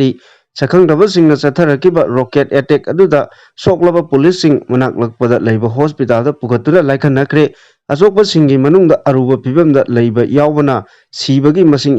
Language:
Manipuri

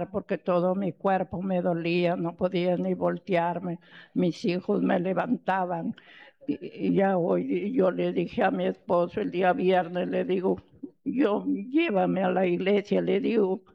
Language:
Spanish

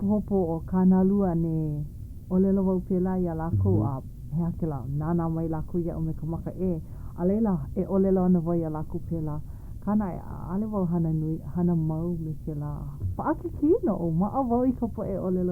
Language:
Hawaiian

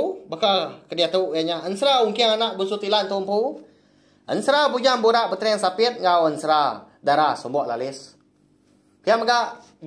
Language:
Iban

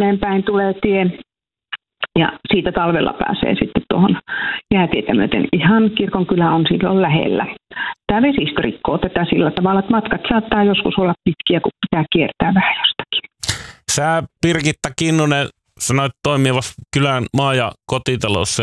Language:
Finnish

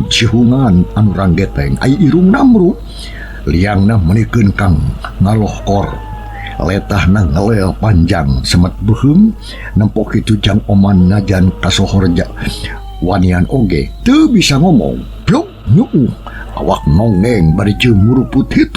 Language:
Sundanese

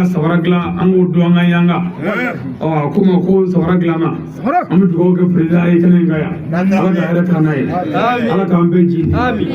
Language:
Bambara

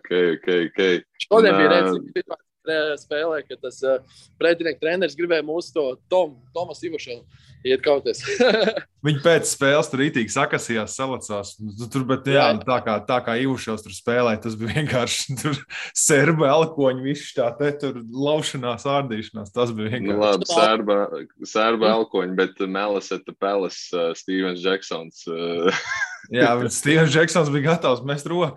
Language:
Latvian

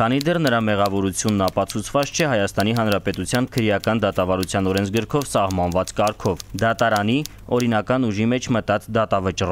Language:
Armenian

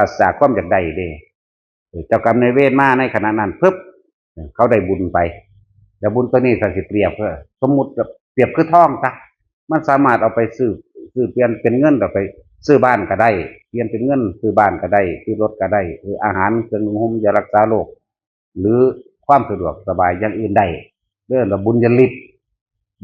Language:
Northeastern Thai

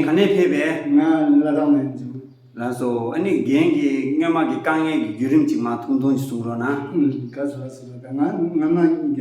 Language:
Tibetan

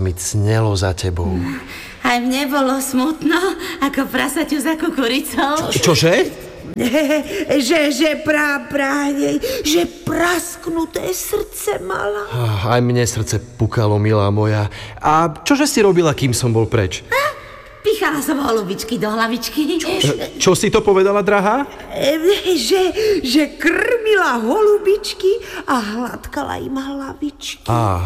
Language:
Slovak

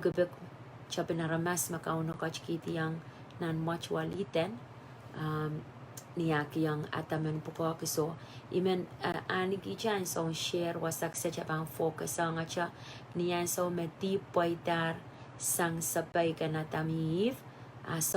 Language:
Pohnpeian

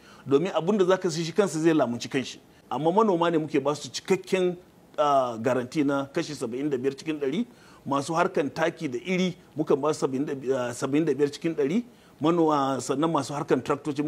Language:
Hausa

